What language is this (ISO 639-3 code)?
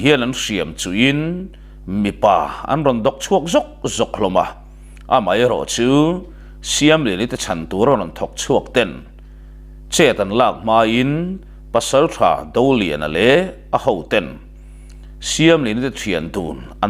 lus